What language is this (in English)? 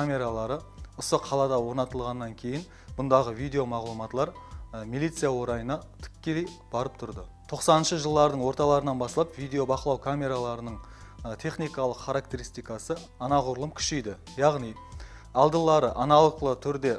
Kara-Kalpak